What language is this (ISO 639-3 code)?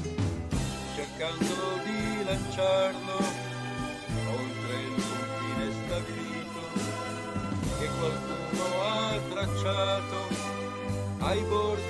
ita